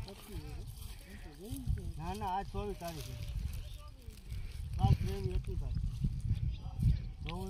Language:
Gujarati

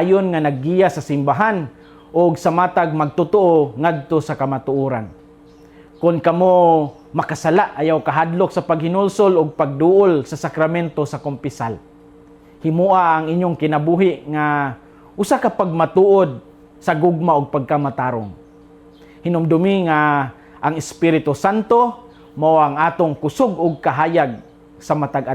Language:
Cebuano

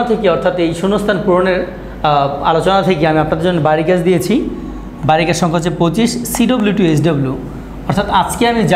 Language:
Bangla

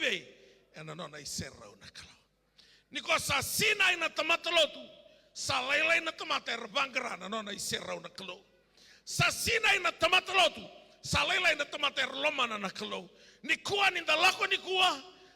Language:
Fijian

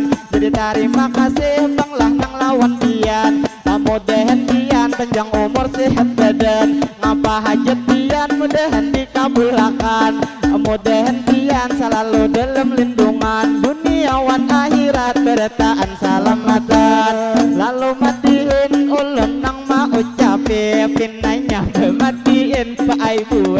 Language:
Banjar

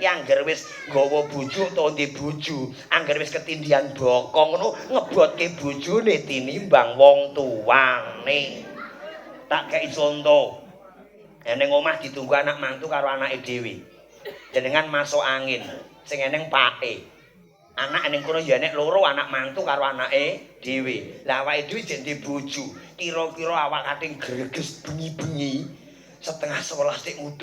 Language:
Javanese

